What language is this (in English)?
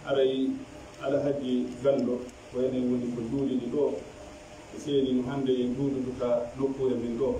Pular